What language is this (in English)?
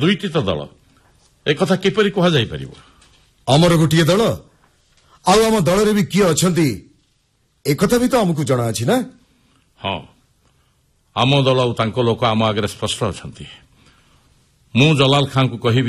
Odia